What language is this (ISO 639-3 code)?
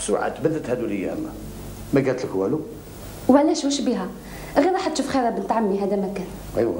arq